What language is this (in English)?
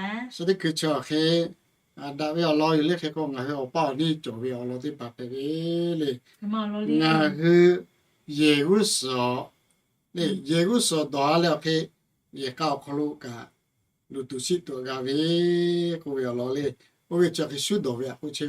Lahu